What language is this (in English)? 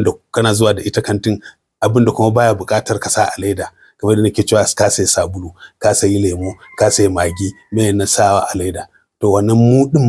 Hausa